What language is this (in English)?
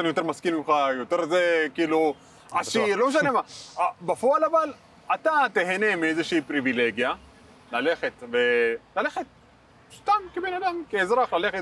Hebrew